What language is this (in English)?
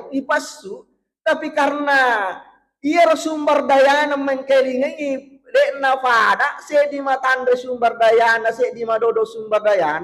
Buginese